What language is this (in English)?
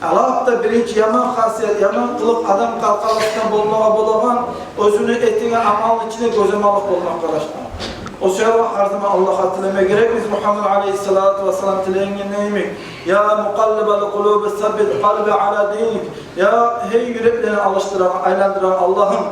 Kumyk